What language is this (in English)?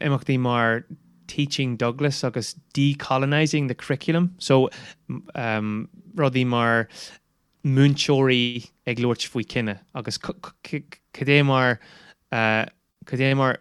Irish